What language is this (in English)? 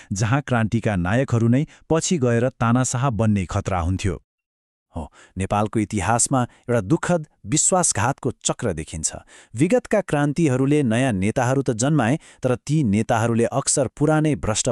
Nepali